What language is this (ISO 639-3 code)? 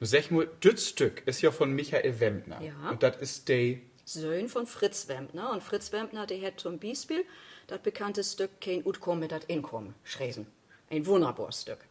nds